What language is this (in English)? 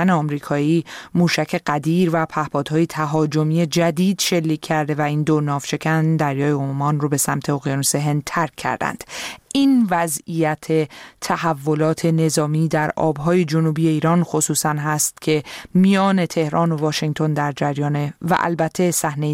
Persian